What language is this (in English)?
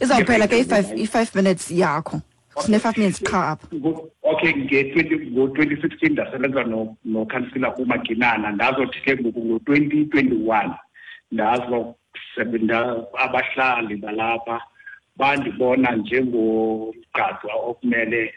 Xhosa